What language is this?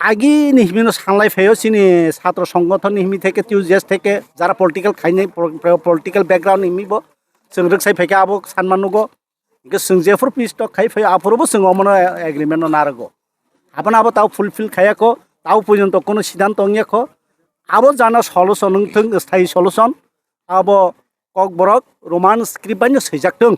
Kok Borok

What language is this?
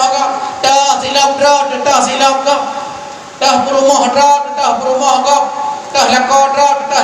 Achinese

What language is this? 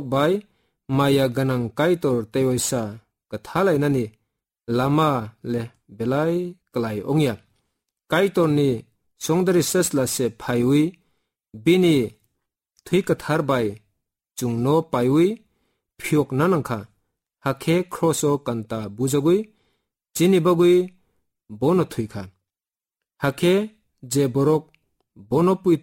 Kok Borok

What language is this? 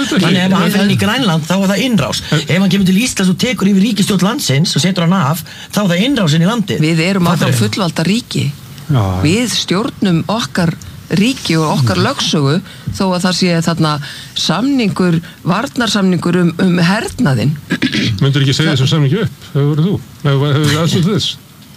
Icelandic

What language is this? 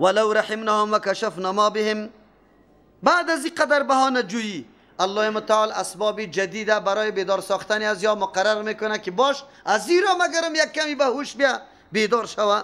Persian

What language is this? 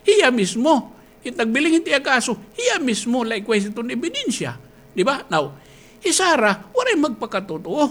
Waray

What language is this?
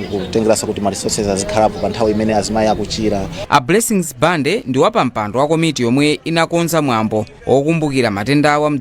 Nyanja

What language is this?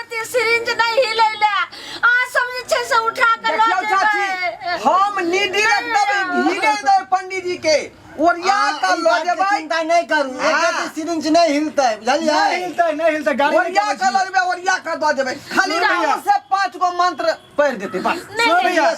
Maithili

